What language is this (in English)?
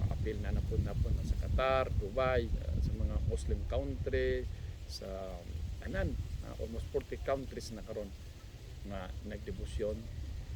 Cebuano